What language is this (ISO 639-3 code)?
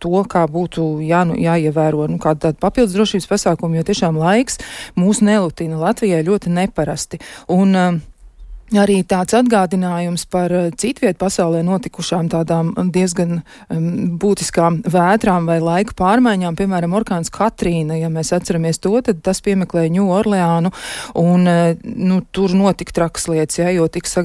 lav